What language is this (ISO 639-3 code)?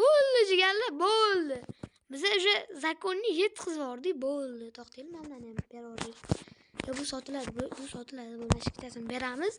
uzb